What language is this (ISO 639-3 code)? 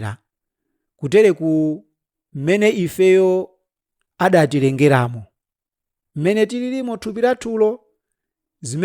nya